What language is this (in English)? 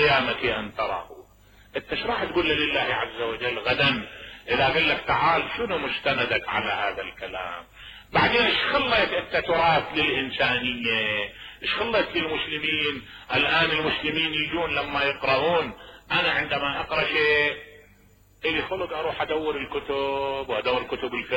Mesopotamian Arabic